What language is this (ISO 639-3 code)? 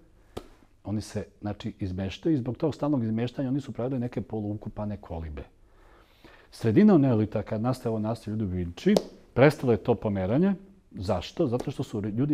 srp